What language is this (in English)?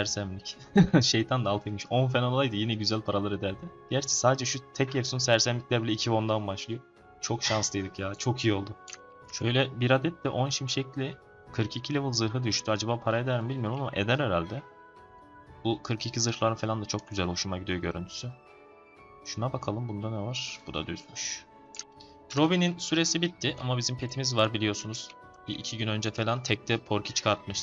Turkish